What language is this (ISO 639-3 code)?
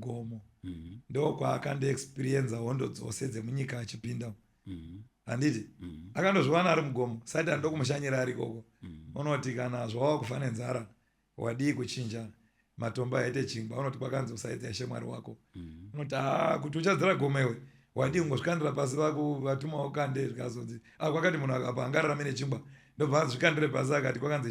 sna